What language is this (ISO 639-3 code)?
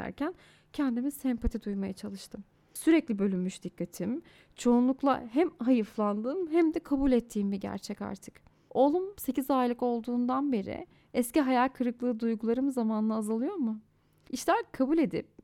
tur